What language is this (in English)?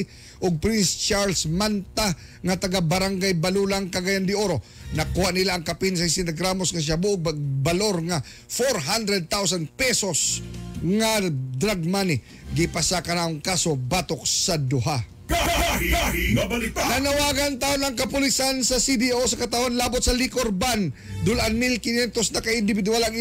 Cebuano